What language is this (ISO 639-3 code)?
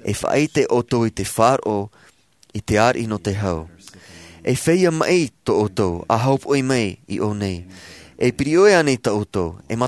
tah